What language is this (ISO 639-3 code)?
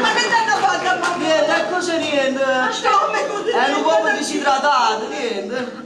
nap